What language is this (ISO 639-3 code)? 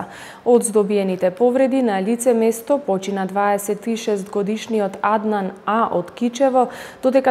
mkd